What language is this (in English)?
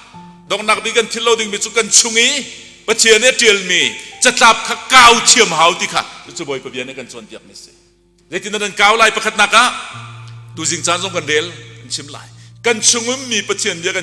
Hakha Chin